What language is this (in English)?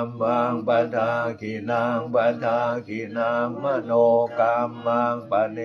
Pali